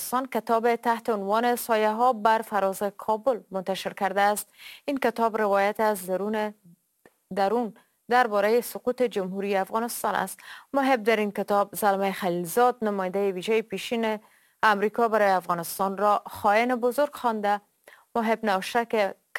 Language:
Persian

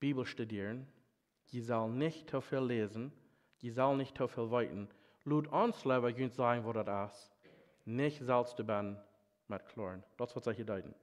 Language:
Plautdietsch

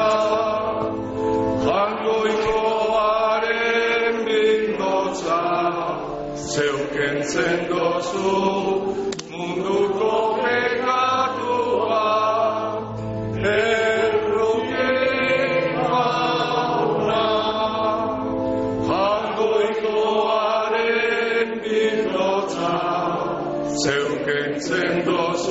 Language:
Basque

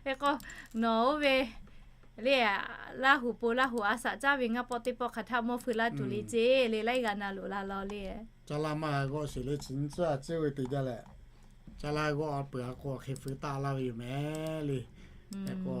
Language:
Lahu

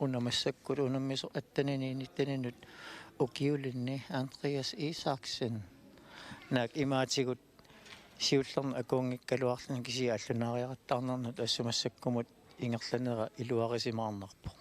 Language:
Kalaallisut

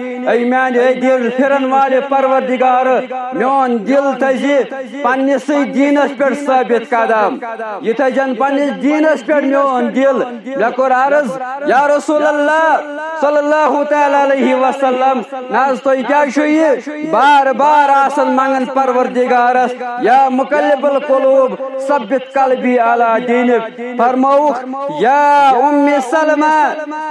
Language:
Kashmiri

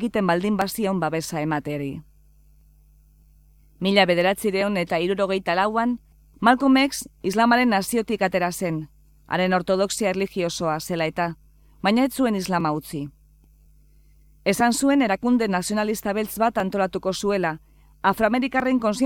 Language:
Basque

